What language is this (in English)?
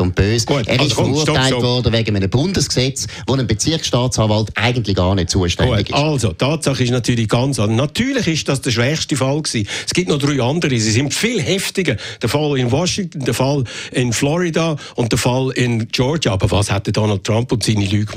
German